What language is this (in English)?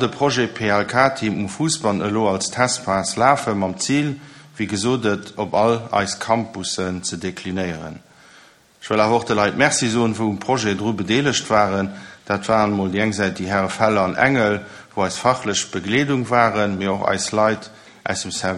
Luxembourgish